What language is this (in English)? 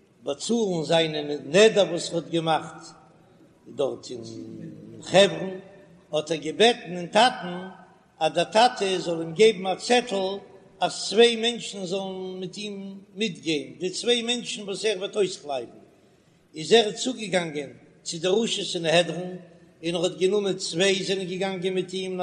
Yiddish